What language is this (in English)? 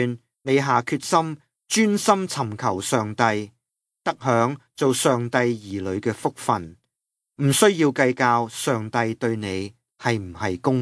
Cantonese